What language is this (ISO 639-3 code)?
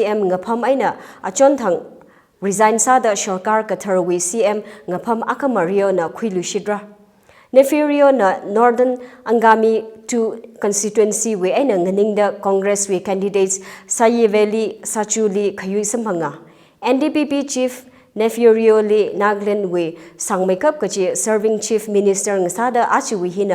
nmf